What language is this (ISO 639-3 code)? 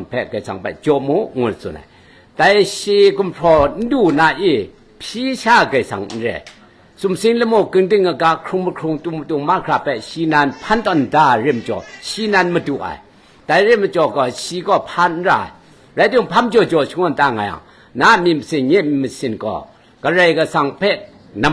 kac